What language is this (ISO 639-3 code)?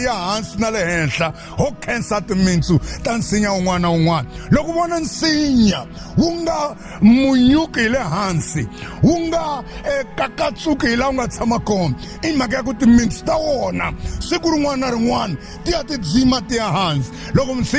tso